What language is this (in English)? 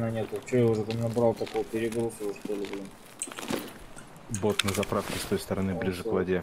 Russian